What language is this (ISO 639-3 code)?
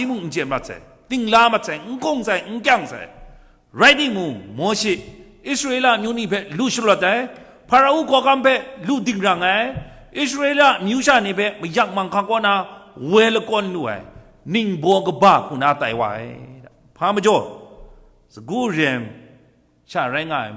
kac